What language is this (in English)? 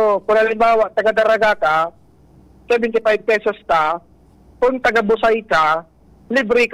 Bikol